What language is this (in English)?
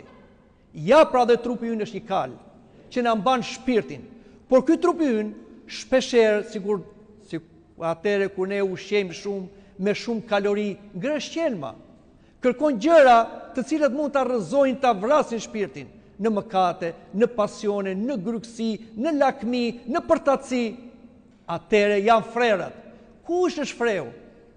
Albanian